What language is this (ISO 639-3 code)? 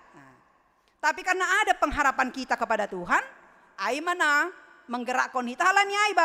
bts